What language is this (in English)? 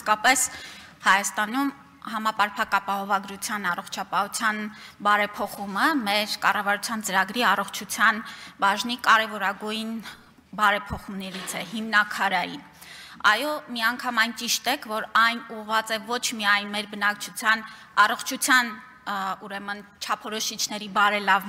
Armenian